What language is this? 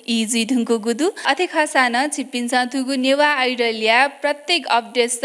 Newari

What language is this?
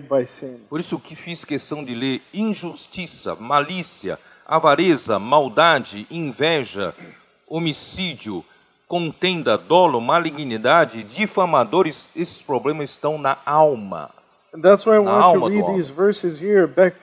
Portuguese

